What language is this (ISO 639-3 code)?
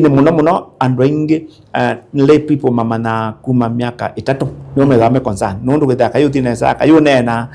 kam